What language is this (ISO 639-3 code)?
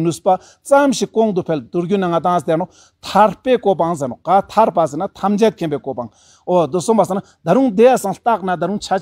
lbj